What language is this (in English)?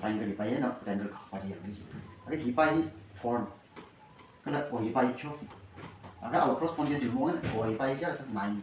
Tangkhul Naga (India)